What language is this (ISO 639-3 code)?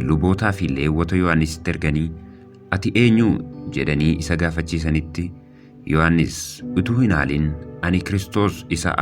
orm